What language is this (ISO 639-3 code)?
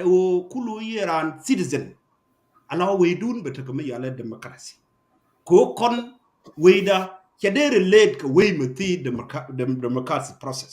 nus